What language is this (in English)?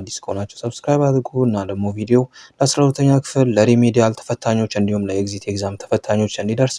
Amharic